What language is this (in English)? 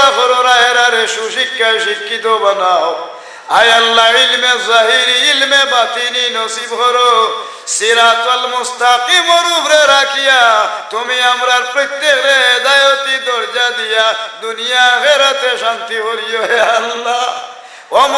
Sylheti